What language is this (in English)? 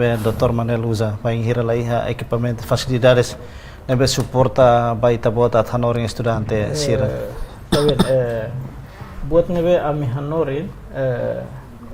Tetum